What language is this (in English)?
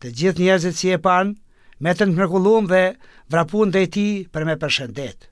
Albanian